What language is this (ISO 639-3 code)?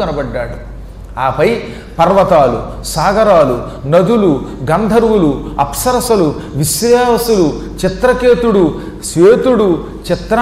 tel